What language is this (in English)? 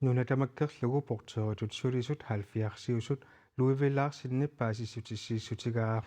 Kalaallisut